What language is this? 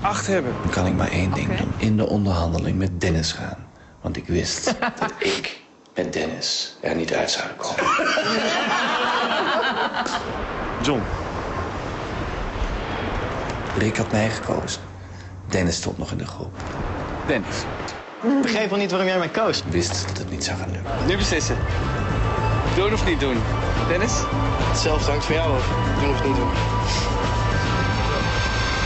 Dutch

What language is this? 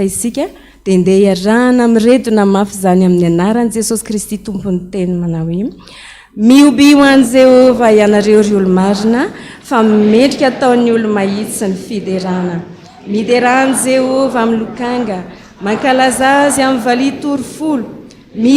Malagasy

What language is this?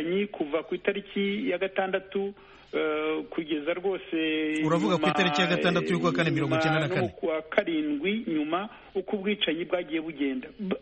Kinyarwanda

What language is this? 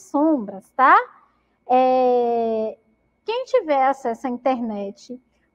Portuguese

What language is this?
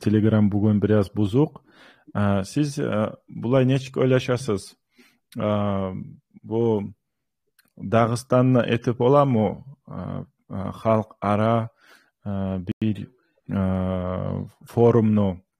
Kumyk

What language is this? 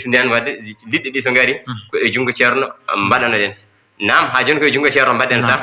Fula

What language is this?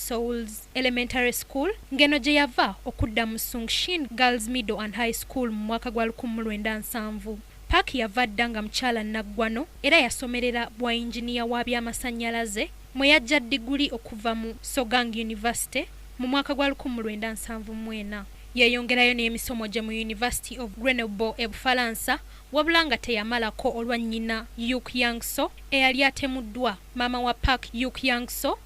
Ganda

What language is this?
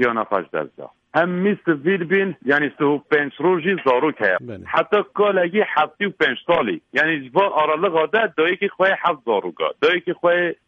Kurdish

